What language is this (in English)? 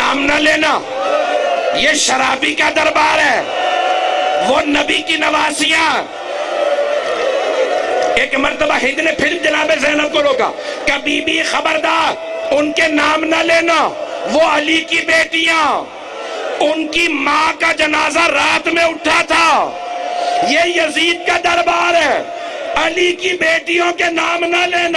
Urdu